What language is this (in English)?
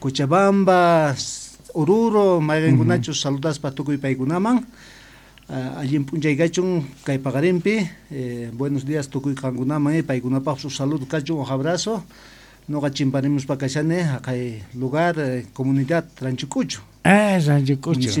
South Bolivian Quechua